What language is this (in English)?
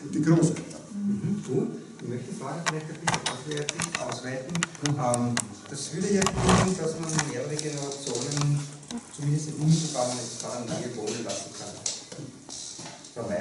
German